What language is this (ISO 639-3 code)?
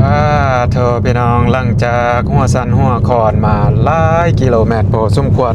lao